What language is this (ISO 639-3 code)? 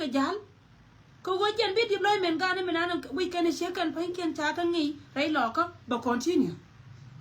nus